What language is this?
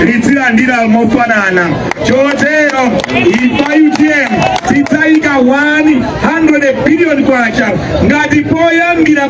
Nyanja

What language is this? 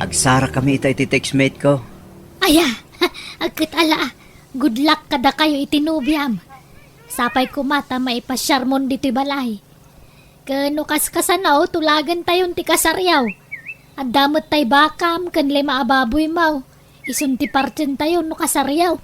Iloko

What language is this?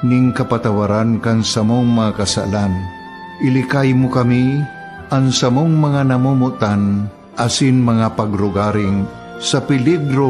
Bikol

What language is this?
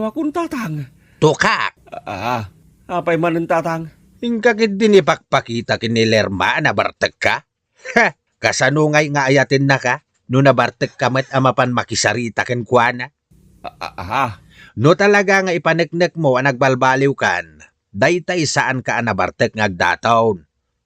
Iloko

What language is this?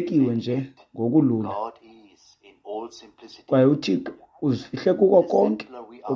Xhosa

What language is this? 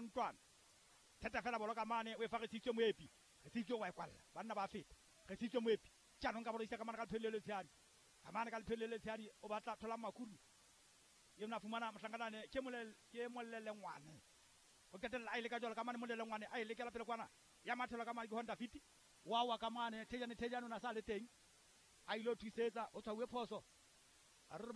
Southern Sotho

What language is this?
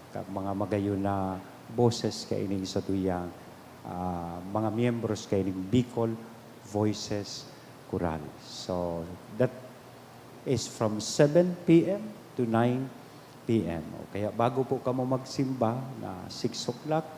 Bikol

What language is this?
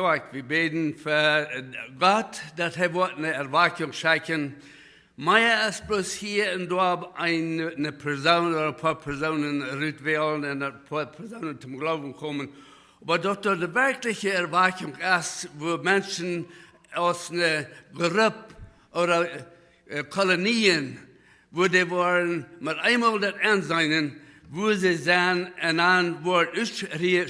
Plautdietsch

